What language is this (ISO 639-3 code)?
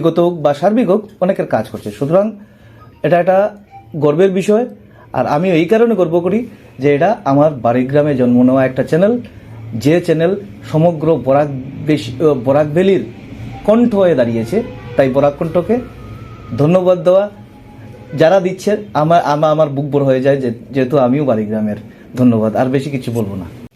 syl